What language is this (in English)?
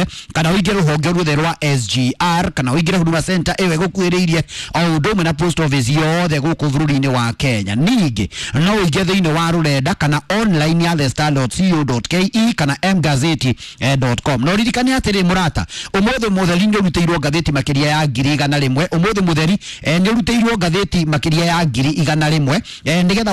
Kikuyu